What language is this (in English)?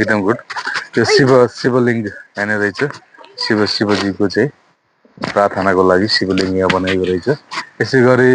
Nepali